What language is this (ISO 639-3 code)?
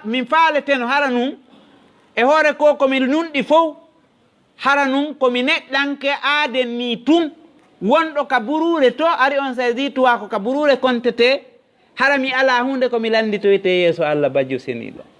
ful